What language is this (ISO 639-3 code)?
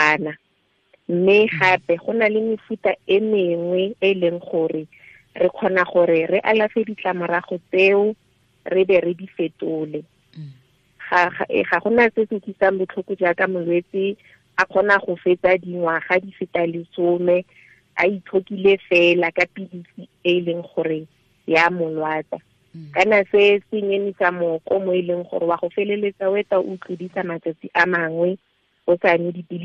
tsn